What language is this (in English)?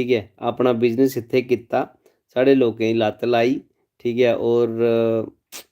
Dogri